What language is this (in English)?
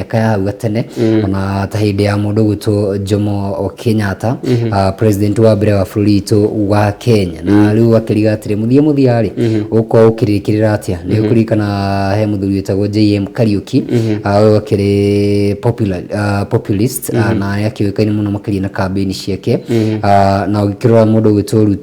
Kikuyu